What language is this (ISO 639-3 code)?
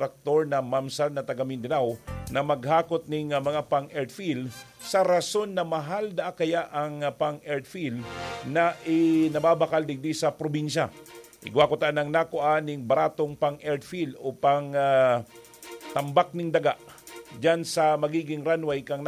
bik